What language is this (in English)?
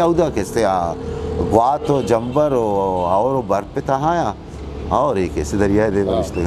Eastern Balochi